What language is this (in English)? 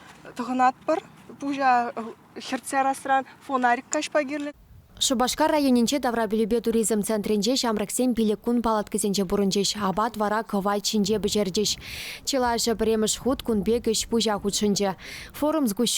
Chuvash